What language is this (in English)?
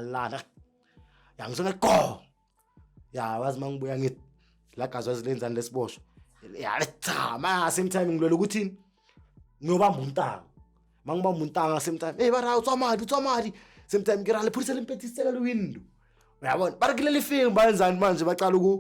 Zulu